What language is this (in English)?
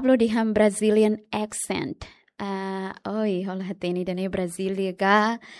Tetum